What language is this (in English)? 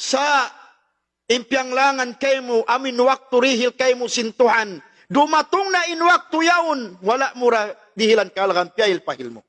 Tausug